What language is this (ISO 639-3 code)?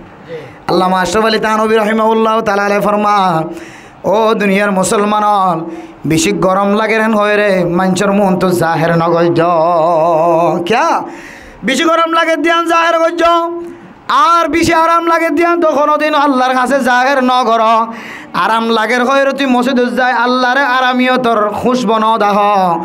rhg